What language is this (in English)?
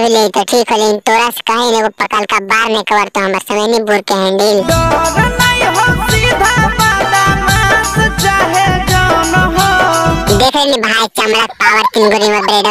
Magahi